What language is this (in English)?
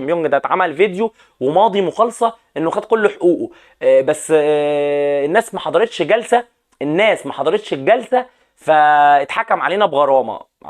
Egyptian Arabic